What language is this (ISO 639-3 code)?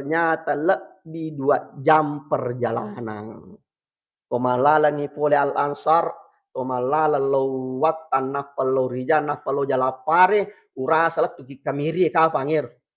bug